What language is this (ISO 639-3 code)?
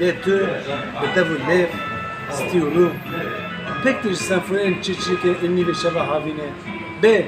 kur